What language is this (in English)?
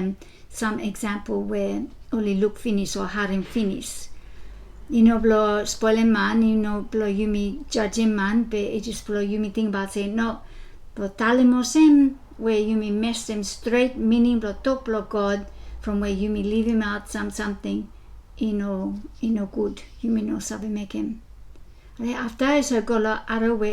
Bislama